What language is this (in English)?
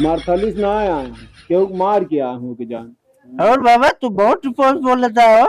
Awadhi